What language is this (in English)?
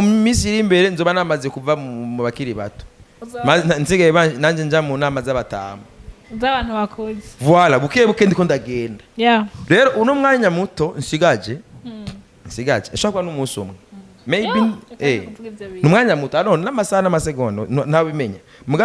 Rundi